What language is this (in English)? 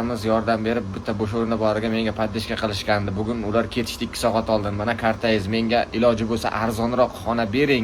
Uzbek